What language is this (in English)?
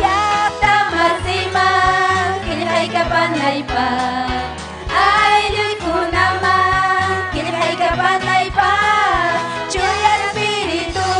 Ayacucho Quechua